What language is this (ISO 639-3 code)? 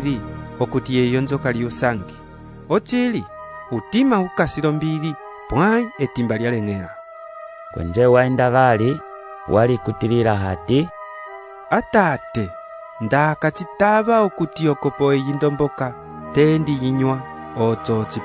umb